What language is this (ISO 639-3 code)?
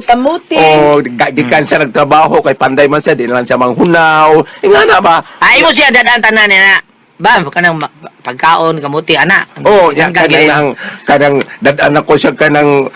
ceb